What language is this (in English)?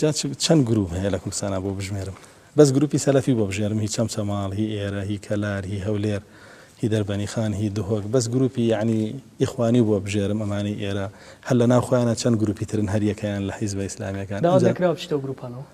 Central Kurdish